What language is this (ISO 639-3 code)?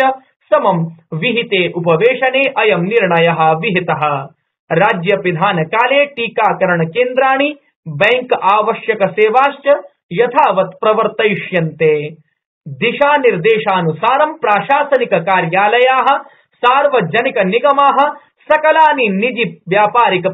san